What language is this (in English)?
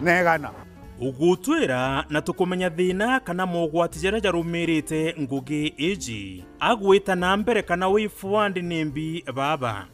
Meru